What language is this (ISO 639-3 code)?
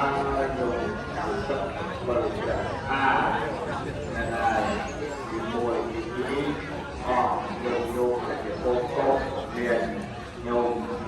khm